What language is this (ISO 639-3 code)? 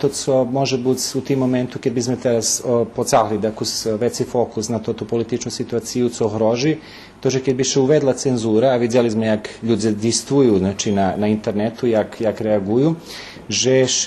rue